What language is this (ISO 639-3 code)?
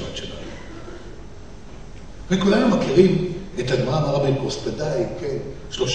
heb